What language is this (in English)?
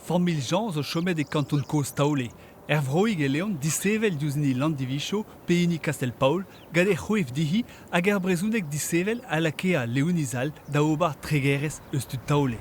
Breton